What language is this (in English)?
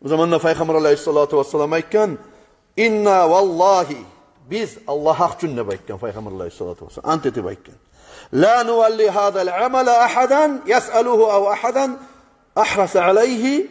Kumyk